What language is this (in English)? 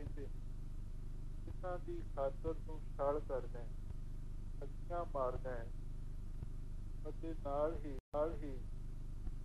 Punjabi